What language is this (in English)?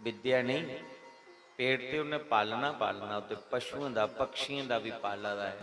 Dogri